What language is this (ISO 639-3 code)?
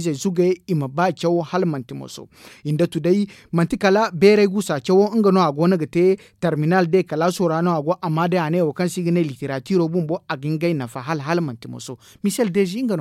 dje